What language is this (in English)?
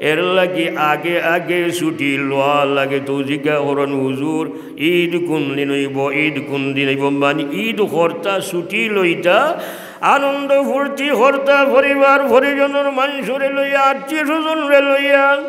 Sylheti